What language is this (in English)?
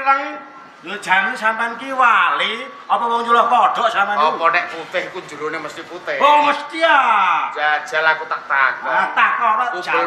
Javanese